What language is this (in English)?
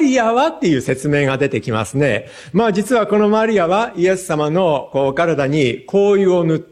Japanese